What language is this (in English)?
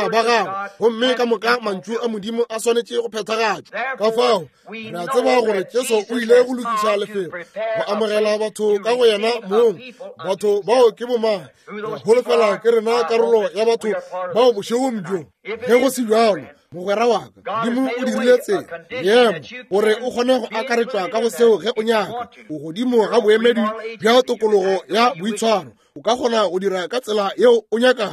Northern Sotho